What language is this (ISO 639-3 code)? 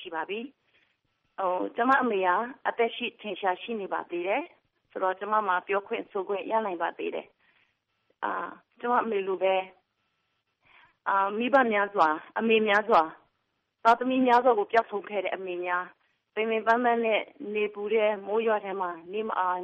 mya